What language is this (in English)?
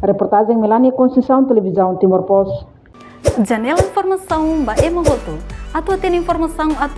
Tetum